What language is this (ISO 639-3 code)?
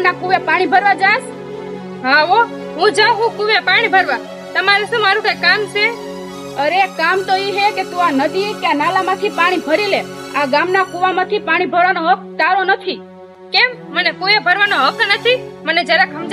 guj